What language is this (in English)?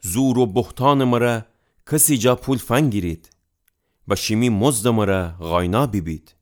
Gilaki